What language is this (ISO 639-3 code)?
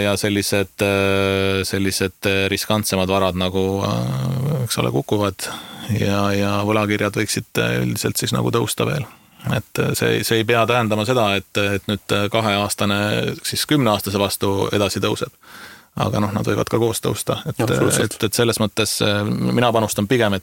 est